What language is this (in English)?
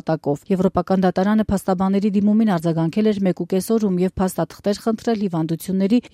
Armenian